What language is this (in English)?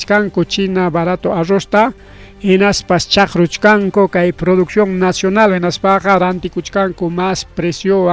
Ayacucho Quechua